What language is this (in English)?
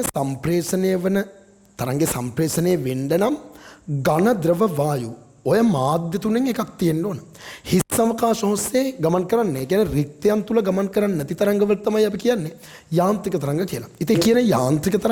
Sinhala